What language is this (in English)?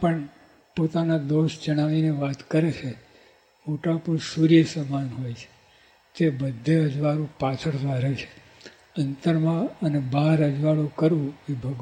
Gujarati